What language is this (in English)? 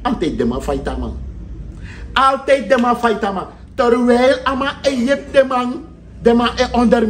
Sranan Tongo